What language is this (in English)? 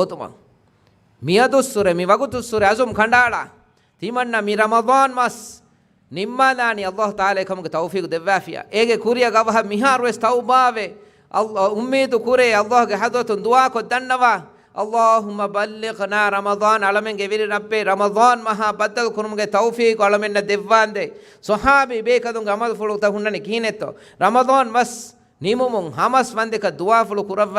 Divehi